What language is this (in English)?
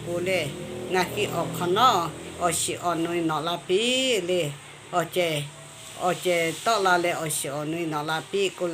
Lahu